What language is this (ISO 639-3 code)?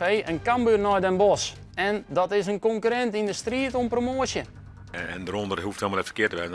fry